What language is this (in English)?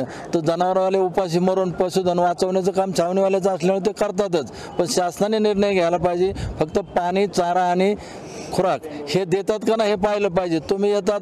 Marathi